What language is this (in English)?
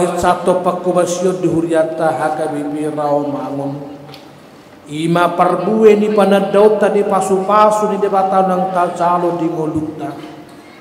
Batak Toba